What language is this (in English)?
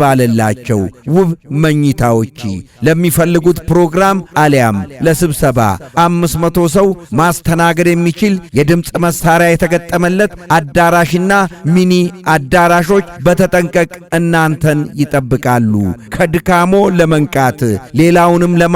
Amharic